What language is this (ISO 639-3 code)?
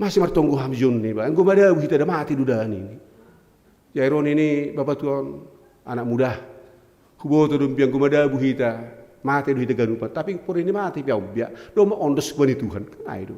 bts